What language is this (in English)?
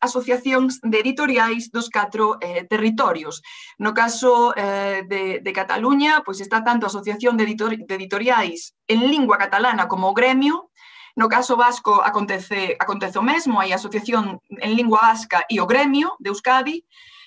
Galician